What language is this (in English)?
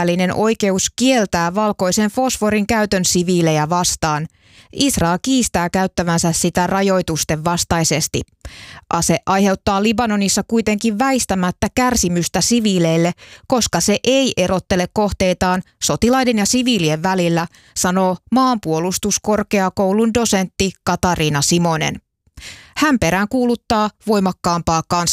Finnish